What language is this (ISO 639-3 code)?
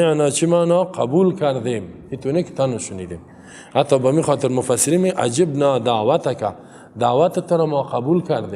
fas